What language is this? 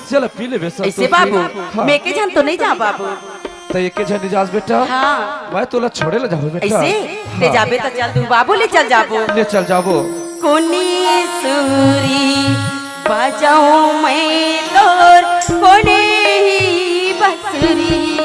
Chhattisgarhi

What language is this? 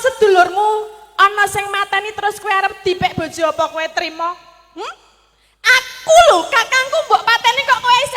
Javanese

